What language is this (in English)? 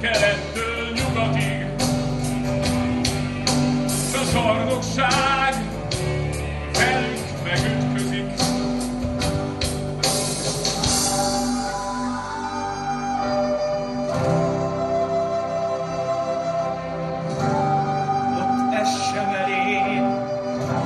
Hungarian